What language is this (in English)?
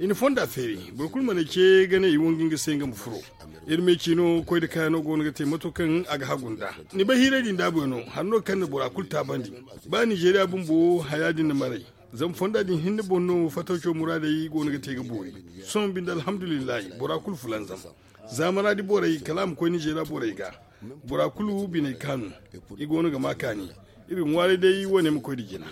Zarma